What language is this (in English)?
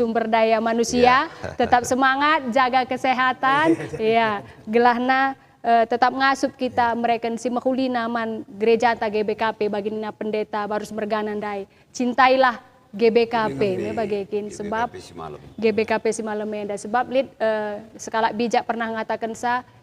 Batak Karo